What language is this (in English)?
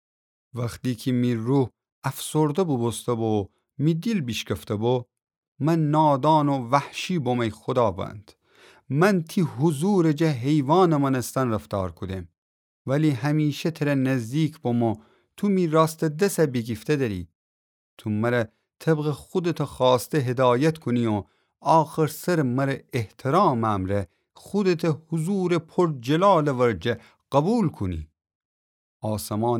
Gilaki